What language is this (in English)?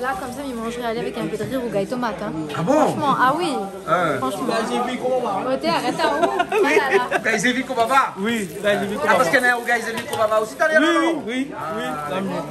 Réunion Creole French